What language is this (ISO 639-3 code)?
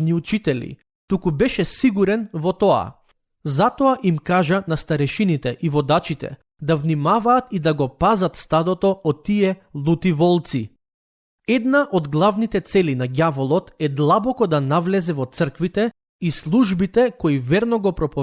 mkd